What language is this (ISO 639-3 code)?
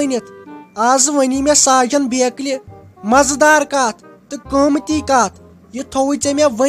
kas